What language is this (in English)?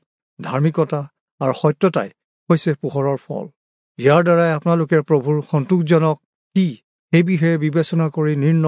Assamese